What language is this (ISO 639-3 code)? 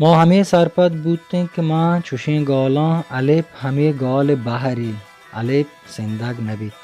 bal